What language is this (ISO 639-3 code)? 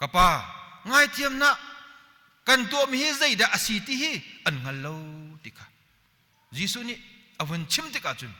cnh